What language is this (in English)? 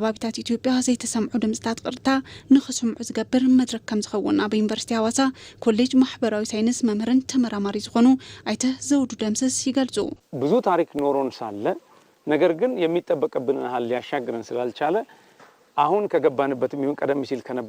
Tigrinya